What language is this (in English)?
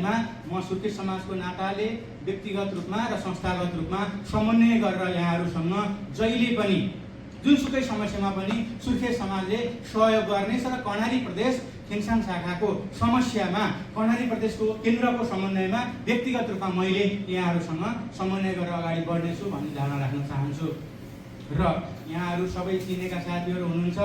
Nepali